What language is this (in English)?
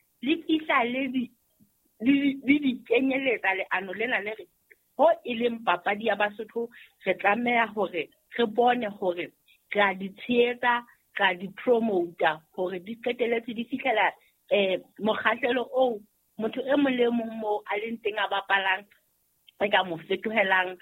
Southern Sotho